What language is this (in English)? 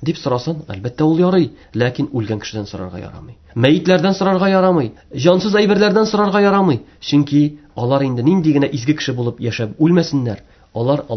Tatar